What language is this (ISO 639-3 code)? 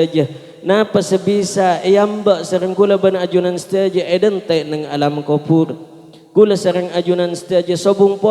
mad